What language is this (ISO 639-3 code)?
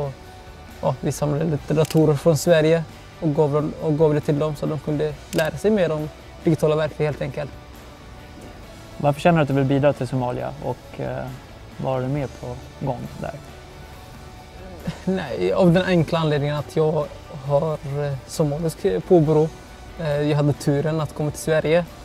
swe